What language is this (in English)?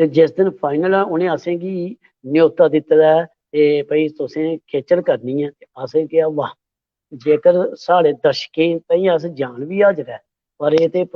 Dogri